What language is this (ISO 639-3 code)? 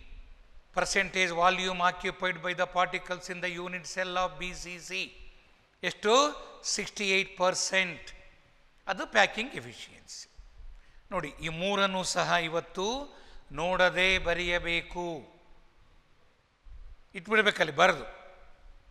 kan